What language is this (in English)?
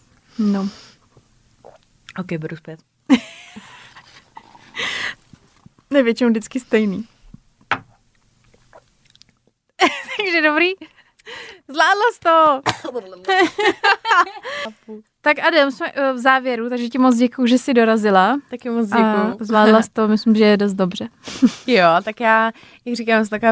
Czech